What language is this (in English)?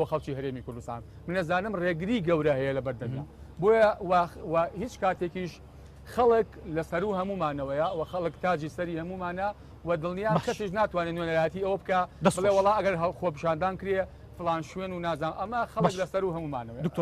Central Kurdish